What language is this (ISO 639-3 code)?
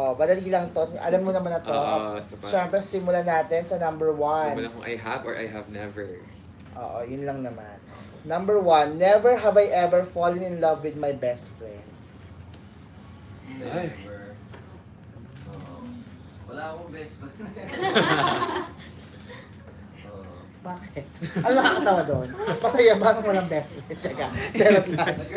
fil